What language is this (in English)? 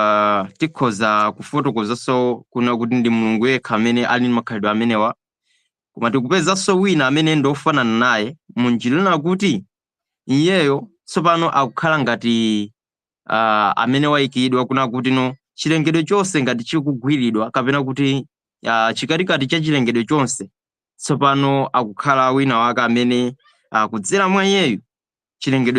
Nyanja